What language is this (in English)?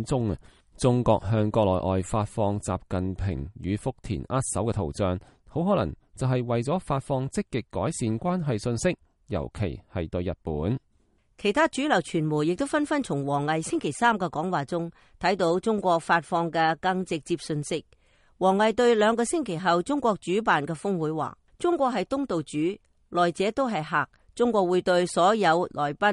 Cantonese